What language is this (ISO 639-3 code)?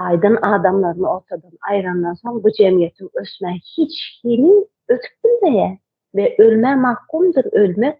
tuk